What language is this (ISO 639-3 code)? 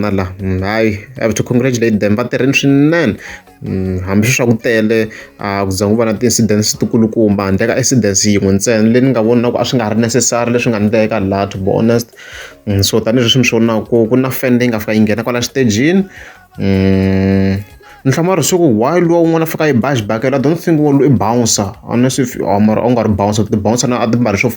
tso